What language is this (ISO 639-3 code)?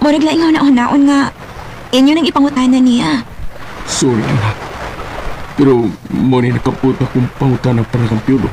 ceb